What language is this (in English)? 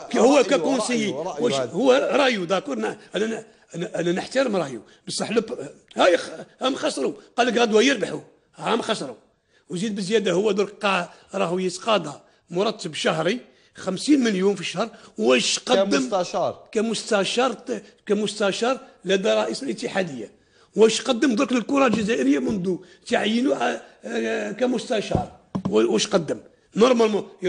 Algerian Arabic